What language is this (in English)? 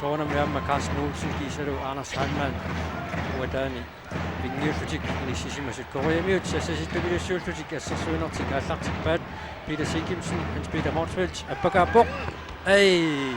Kalaallisut